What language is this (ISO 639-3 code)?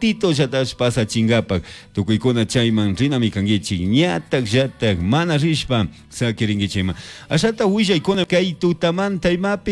qug